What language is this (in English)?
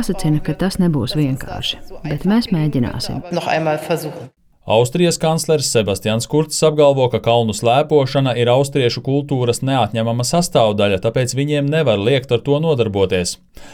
Latvian